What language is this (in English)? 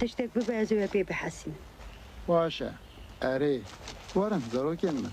Kurdish